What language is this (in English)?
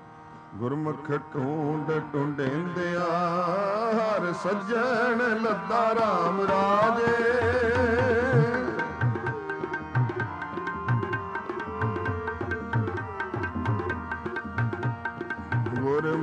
Punjabi